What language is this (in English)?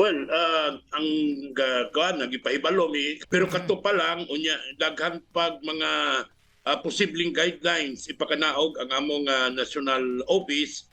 Cebuano